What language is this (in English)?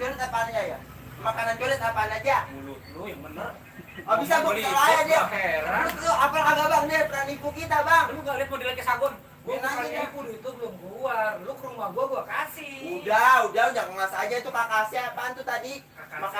Betawi